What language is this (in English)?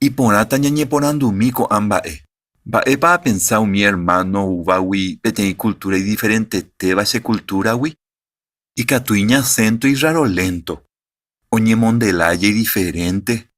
Guarani